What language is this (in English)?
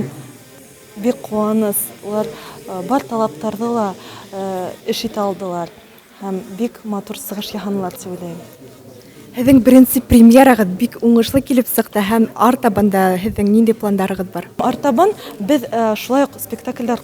Bashkir